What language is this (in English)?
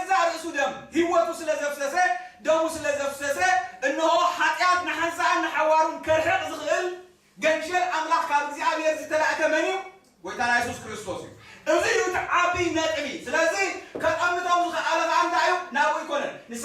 Tigrinya